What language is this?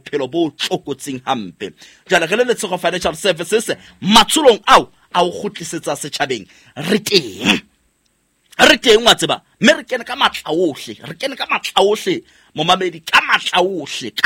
Southern Sotho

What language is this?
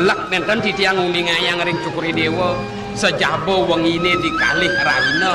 Balinese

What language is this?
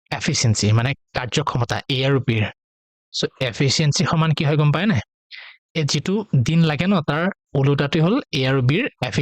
Assamese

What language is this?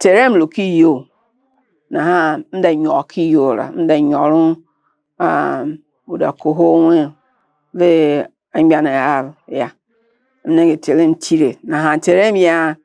Tiv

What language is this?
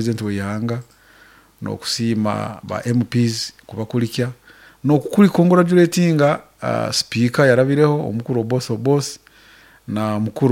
Nyankole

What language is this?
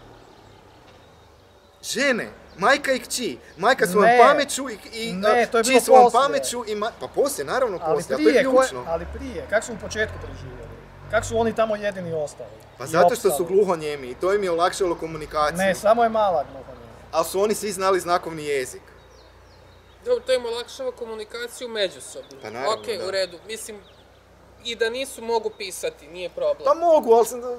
Croatian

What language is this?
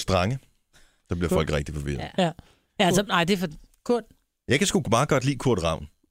Danish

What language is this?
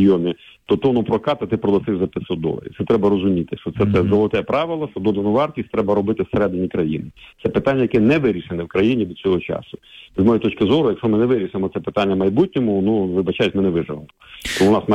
Ukrainian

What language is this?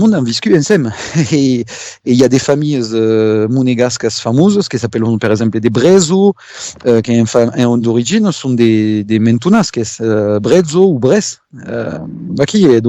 Occitan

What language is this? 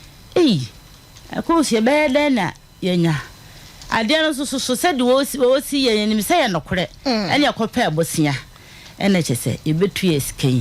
Akan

